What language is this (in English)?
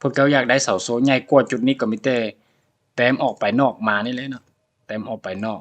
Lao